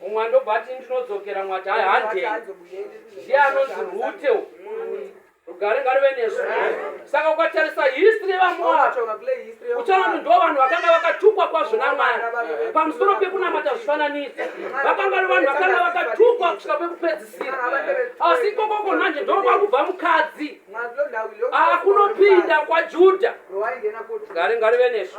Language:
Shona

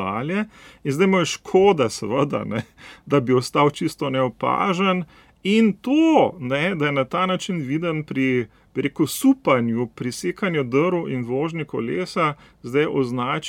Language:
Slovenian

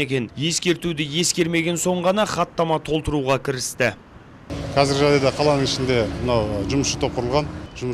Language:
Kazakh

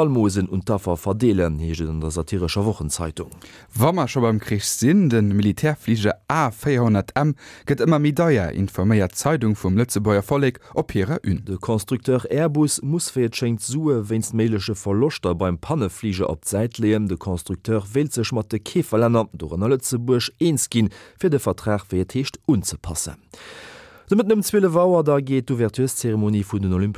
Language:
Luxembourgish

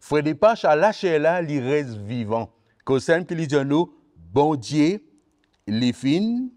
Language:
Morisyen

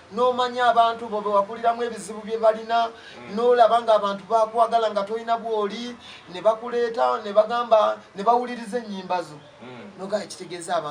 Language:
Ganda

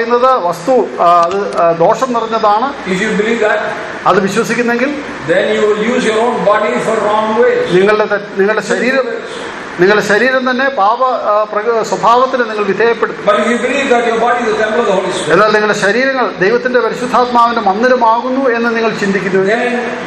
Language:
Malayalam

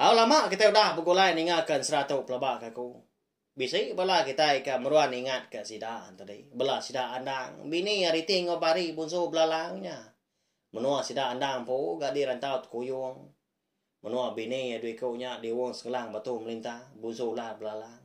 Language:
Iban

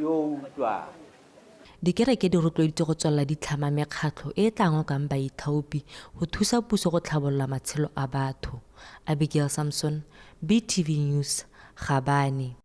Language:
Tswana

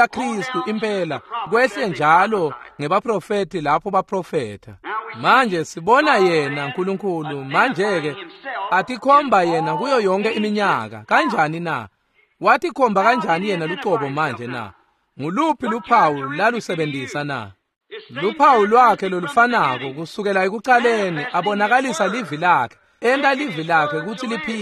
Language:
Swati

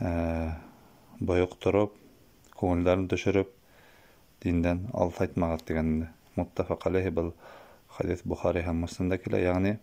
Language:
Bashkir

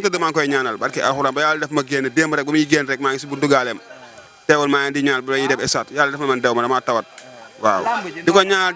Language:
Wolof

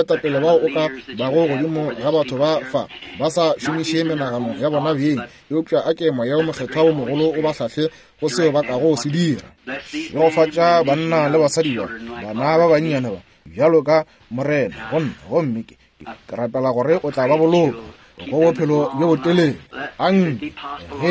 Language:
Northern Sotho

